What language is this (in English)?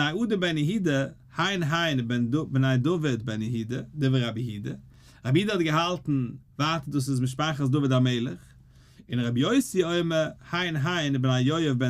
Yiddish